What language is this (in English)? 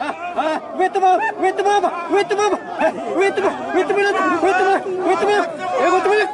Xavánte